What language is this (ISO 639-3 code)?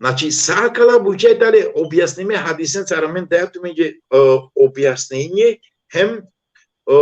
rmn